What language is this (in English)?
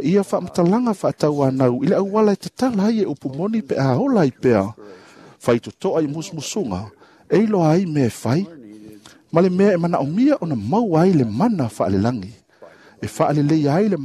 Samoan